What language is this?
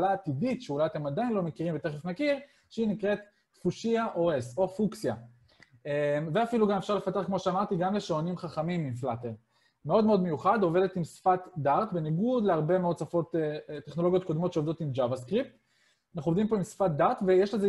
Hebrew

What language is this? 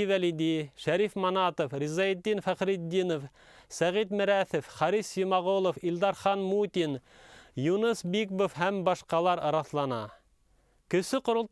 Bashkir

